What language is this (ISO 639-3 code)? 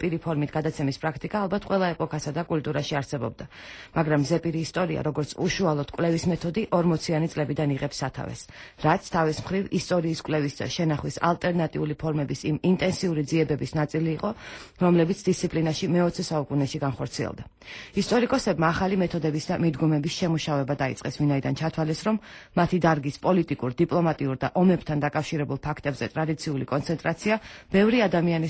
kat